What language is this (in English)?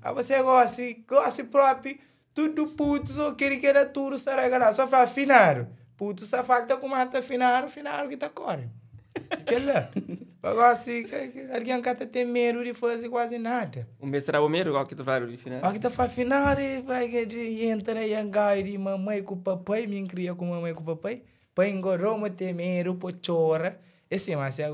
Kabuverdianu